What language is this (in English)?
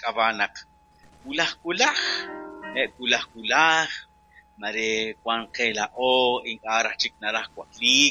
Kekchí